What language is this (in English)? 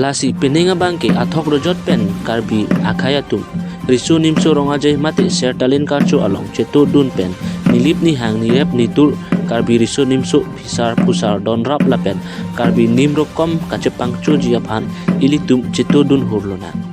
Karbi